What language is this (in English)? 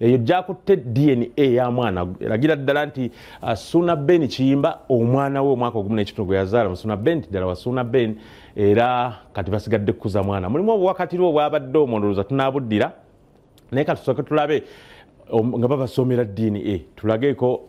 Ganda